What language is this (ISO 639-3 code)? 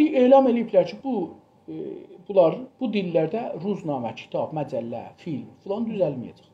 azb